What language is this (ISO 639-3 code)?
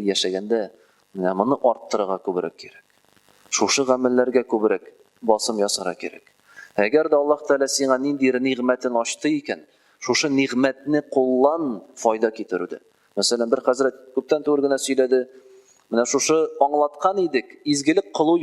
tat